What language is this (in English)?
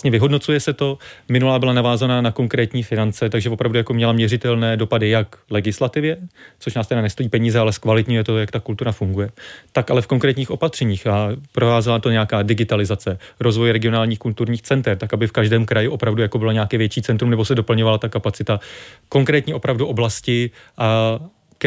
Czech